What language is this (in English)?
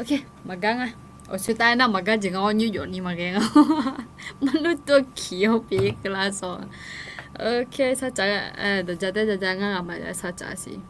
Akha